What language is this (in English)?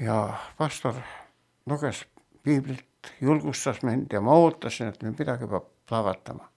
Estonian